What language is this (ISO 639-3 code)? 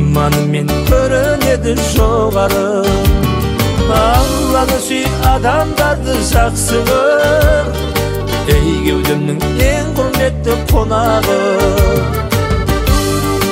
kaz